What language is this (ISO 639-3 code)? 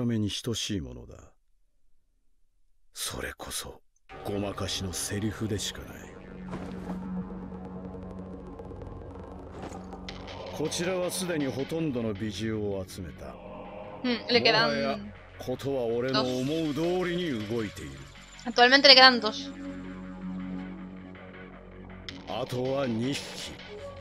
jpn